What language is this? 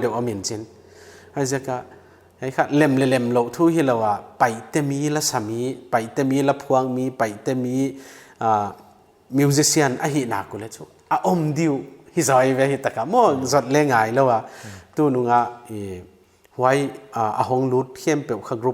Paite Chin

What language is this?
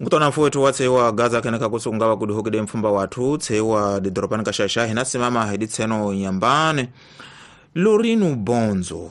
Tsonga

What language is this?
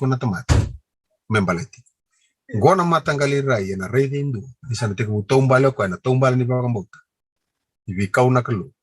Fijian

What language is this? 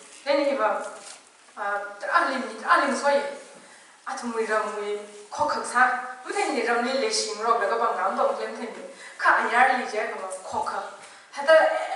Tangkhul Naga (India)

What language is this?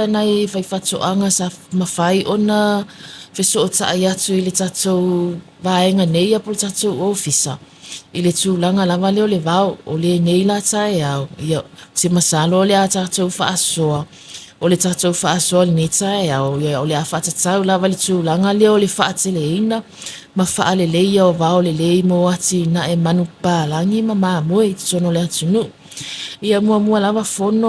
Samoan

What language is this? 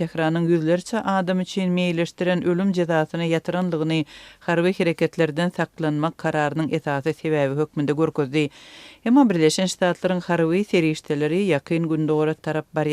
Turkmen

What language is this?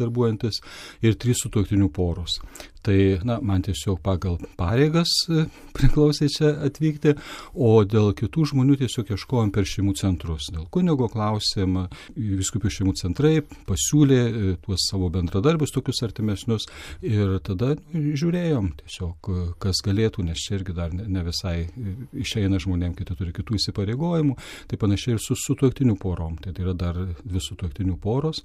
Lithuanian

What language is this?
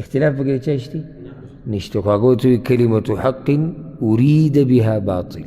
Pashto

